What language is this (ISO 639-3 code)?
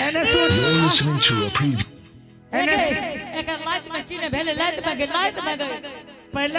anp